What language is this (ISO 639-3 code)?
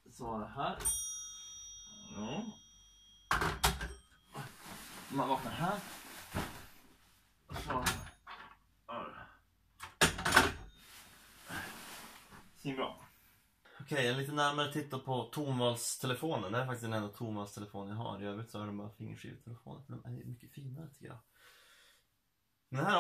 swe